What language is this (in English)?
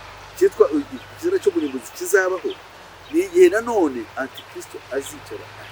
Kinyarwanda